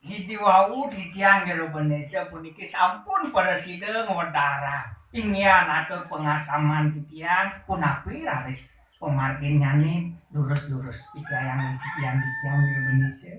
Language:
Balinese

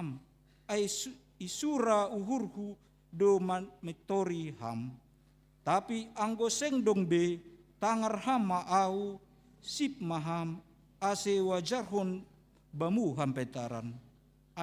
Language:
Batak Simalungun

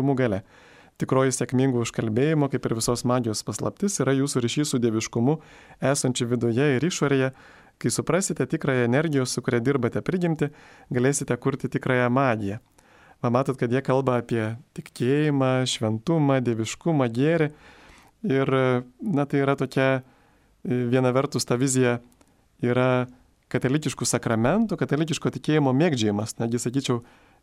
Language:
Lithuanian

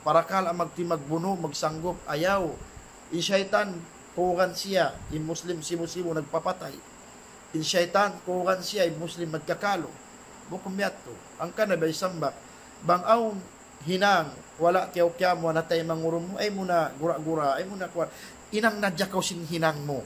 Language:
Tausug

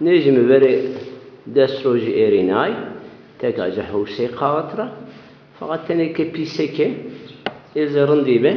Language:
Zaza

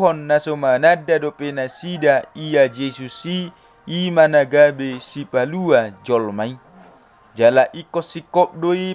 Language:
Batak Toba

